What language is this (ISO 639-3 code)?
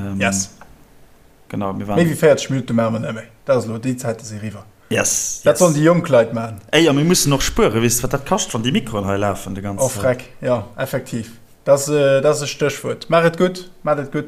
ltz